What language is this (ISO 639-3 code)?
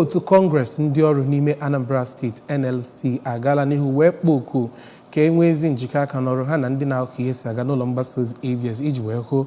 ibo